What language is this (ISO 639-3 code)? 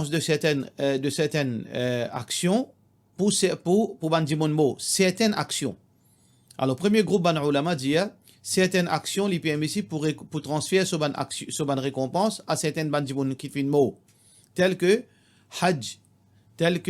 mfe